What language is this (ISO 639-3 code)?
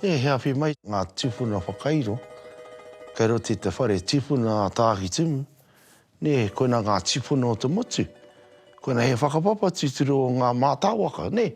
mri